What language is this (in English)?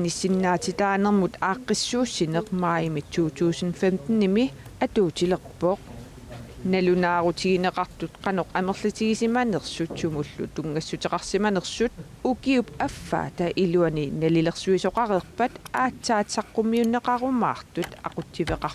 Kalaallisut